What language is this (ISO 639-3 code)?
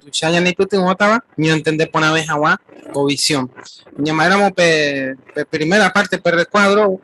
grn